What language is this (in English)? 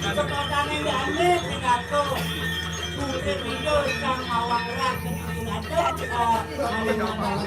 Balinese